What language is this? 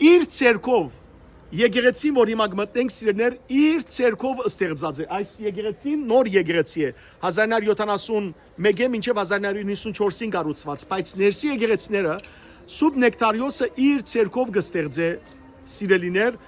Western Armenian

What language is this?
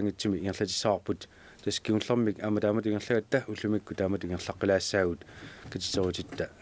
Kalaallisut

